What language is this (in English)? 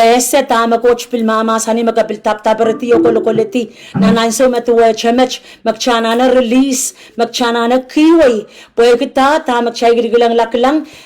Pohnpeian